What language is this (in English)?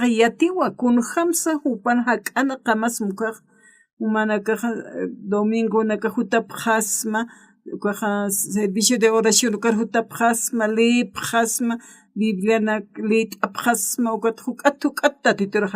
Aymara